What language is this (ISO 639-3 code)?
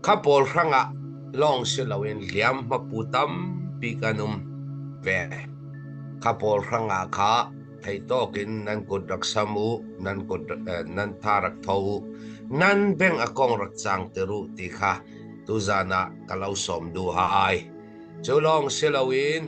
cfm